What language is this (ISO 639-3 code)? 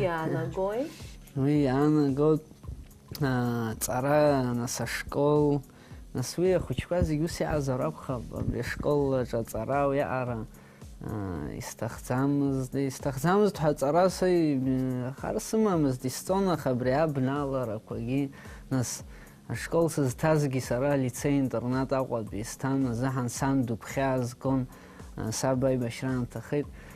abk